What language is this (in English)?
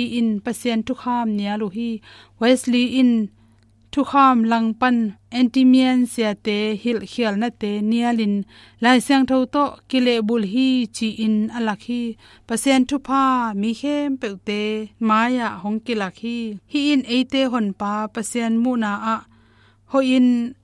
Tedim Chin